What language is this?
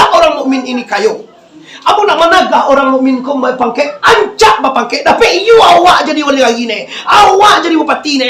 Minangkabau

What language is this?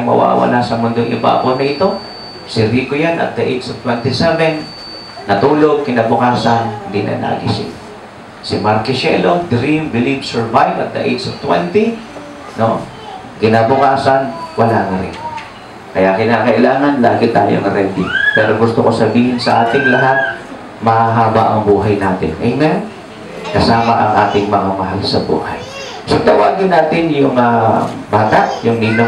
Filipino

